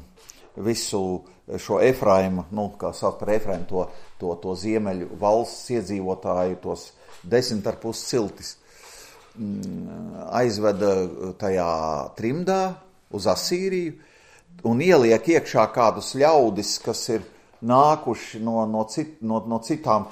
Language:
Latvian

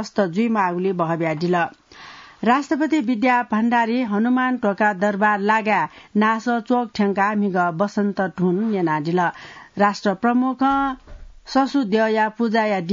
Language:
Newari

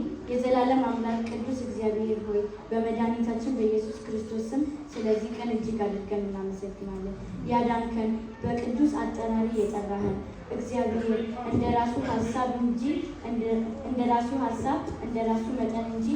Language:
Amharic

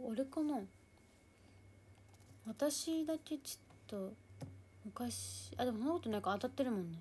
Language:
Japanese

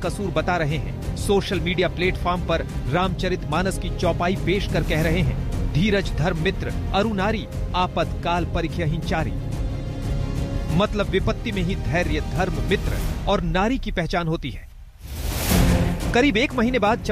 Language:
Hindi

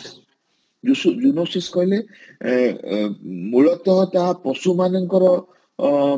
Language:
Odia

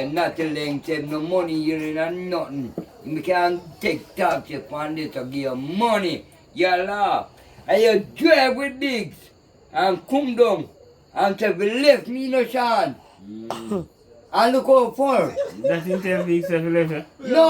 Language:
Jamaican Creole English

